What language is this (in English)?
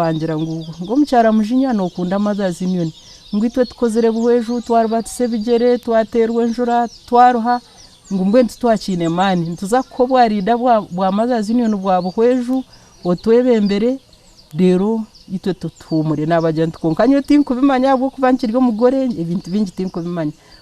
Nyankole